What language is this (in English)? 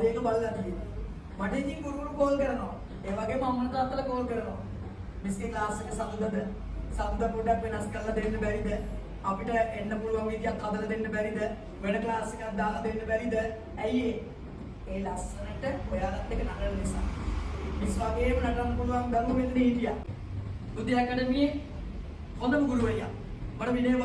Sinhala